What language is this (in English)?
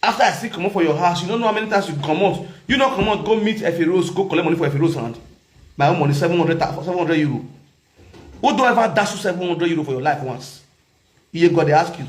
Nigerian Pidgin